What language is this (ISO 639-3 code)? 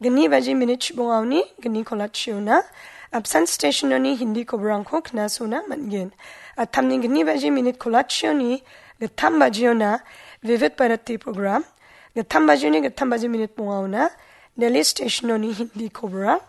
grt